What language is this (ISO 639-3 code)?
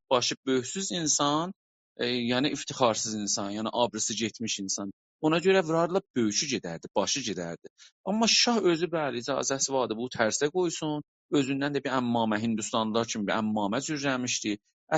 azb